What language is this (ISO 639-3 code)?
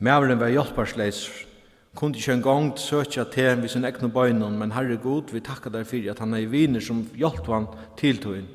fao